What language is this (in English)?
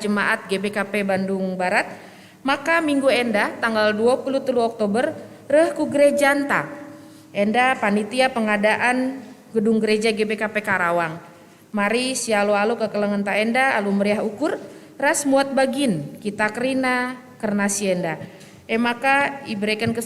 Batak Karo